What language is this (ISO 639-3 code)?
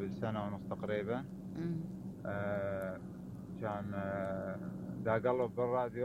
acm